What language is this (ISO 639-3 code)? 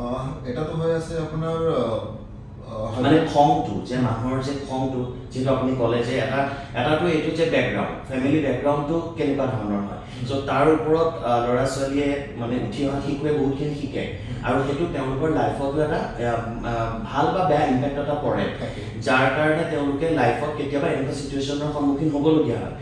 asm